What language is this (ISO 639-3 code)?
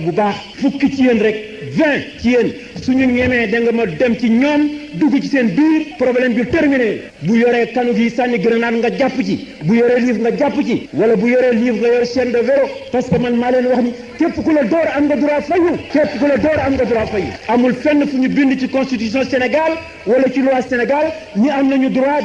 wol